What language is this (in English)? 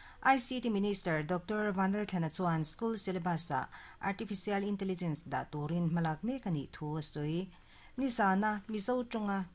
Mizo